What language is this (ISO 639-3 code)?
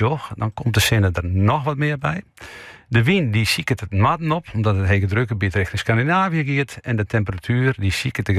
fry